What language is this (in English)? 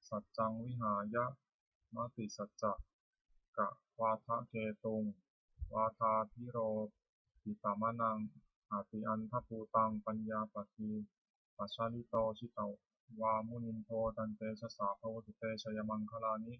Pali